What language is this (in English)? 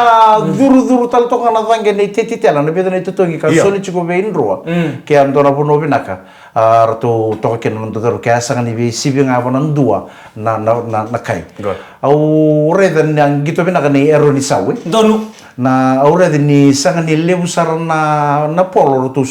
Fijian